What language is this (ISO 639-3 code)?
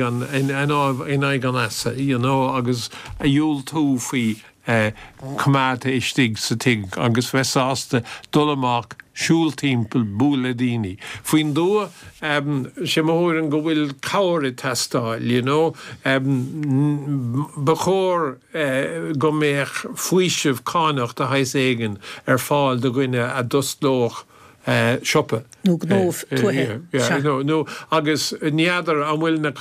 gle